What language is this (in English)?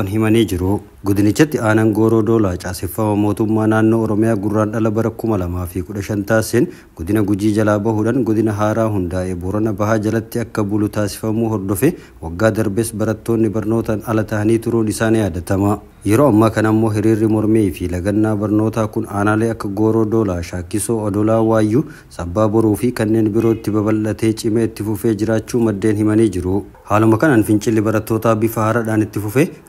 Oromo